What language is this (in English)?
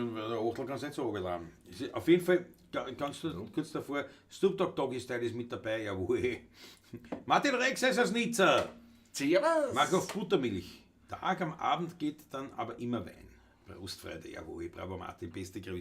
Bavarian